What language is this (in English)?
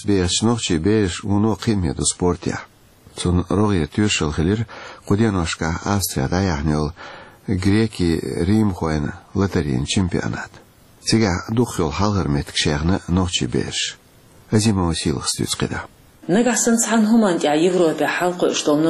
Chechen